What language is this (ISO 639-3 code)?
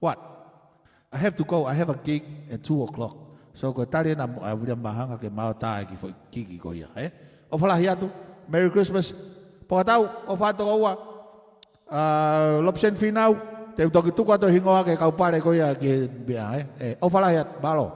ton